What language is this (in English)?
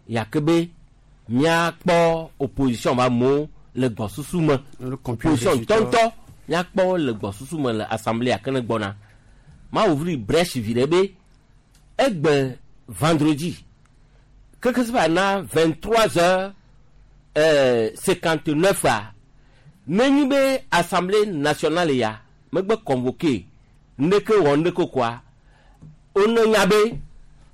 Gen